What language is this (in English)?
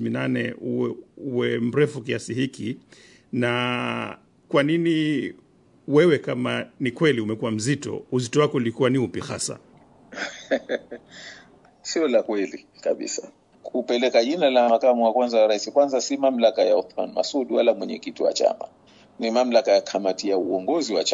Swahili